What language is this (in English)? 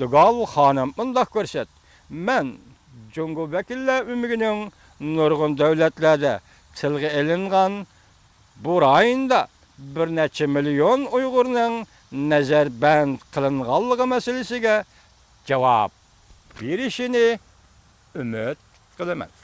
Uyghur